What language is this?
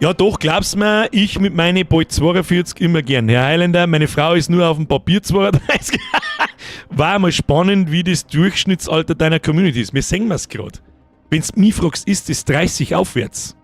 Bavarian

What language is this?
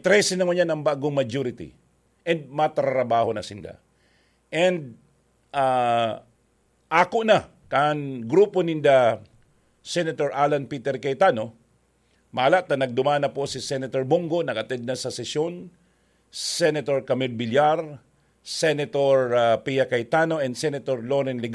Bikol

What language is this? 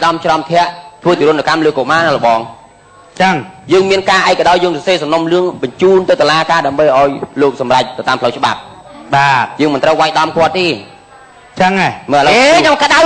Khmer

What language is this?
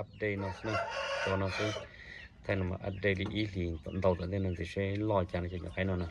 Hmong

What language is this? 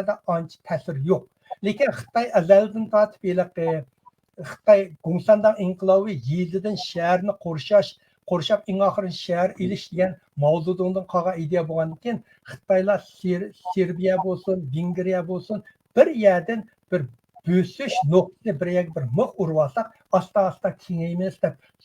Uyghur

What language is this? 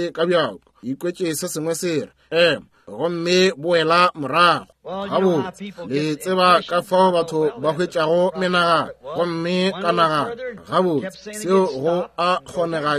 Northern Sotho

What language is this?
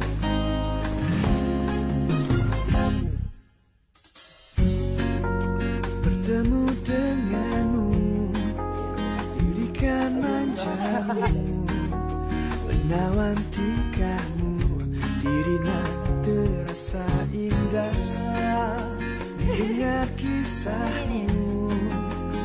Malay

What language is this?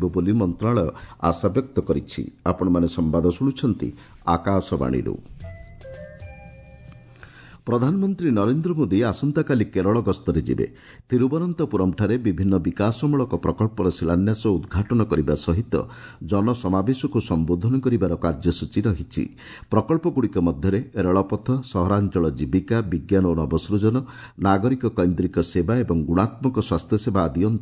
Odia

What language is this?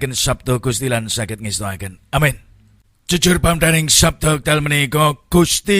Javanese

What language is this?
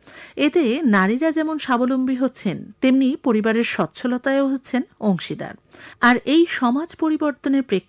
Bangla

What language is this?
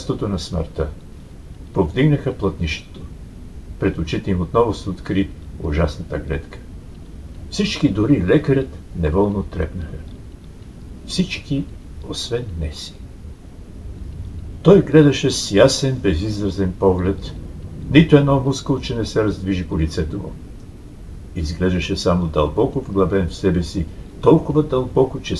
Bulgarian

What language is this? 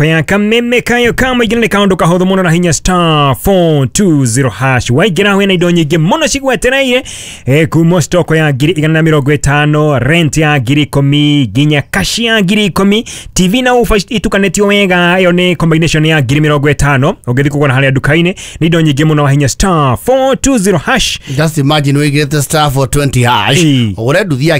Kikuyu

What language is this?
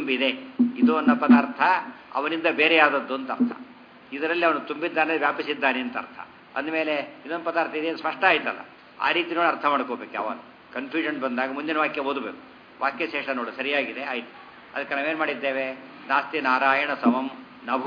Kannada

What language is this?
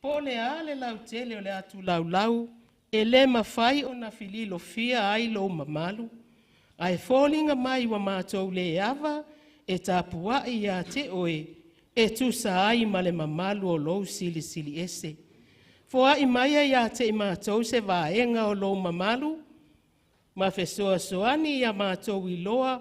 Samoan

